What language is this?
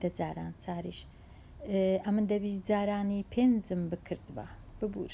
Central Kurdish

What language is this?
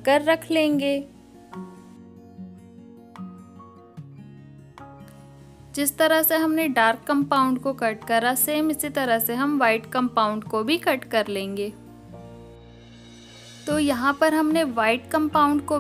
Hindi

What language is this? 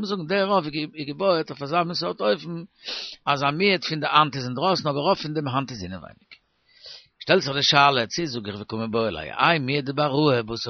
Yiddish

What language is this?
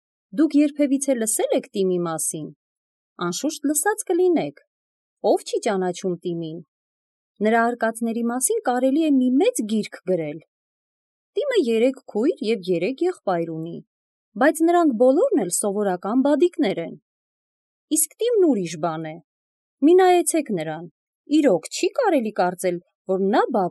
Armenian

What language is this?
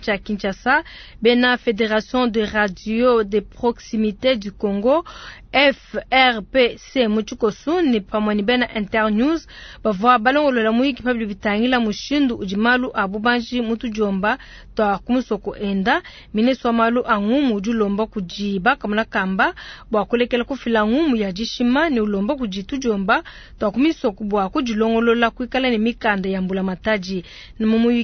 Luba-Lulua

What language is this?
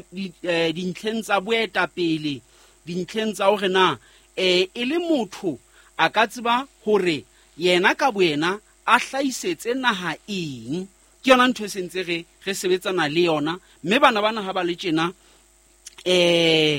Southern Sotho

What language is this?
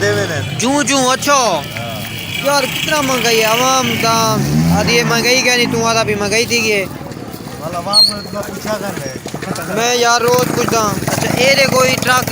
Saraiki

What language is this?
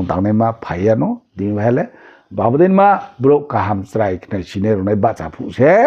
Riang (India)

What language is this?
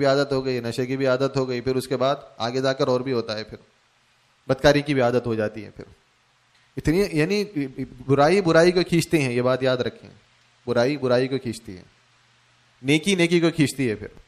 Urdu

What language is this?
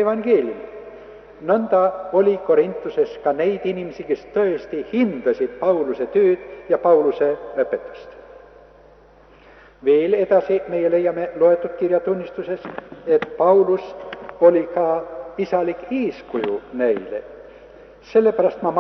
Estonian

